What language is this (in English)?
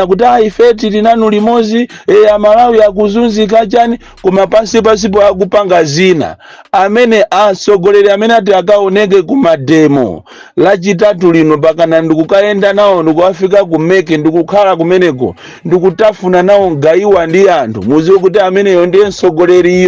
Nyanja